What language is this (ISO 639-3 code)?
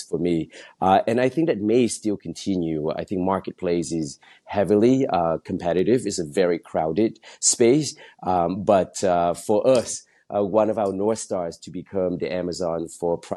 eng